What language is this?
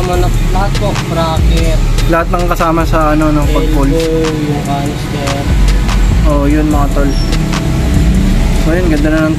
Filipino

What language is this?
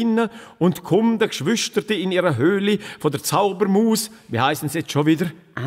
Swiss German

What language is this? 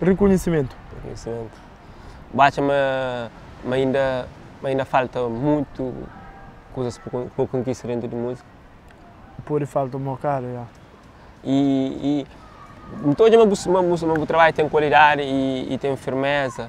Kabuverdianu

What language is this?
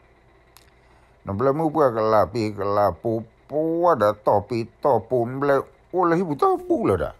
S'gaw Karen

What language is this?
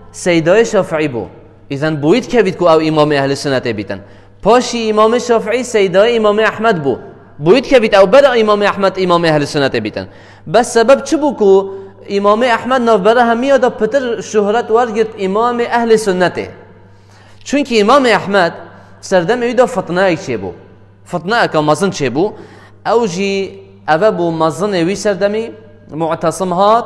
Kurdish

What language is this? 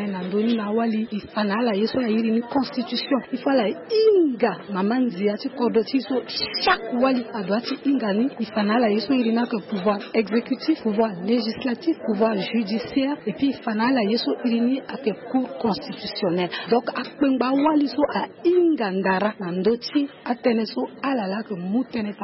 Sango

